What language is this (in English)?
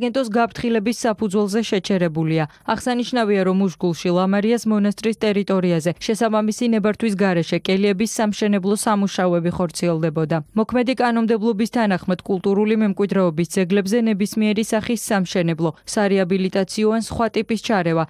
Georgian